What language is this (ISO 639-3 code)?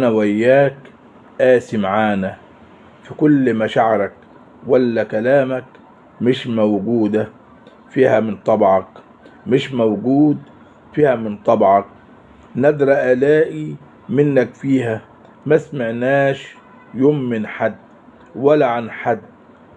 arz